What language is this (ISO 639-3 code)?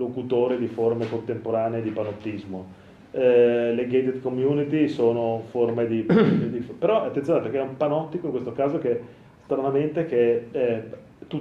ita